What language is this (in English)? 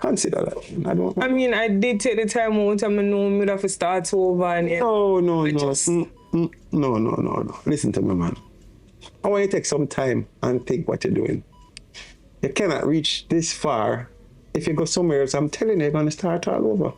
Jamaican Creole English